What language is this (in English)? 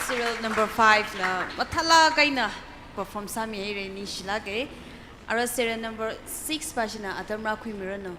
Tangkhul Naga (India)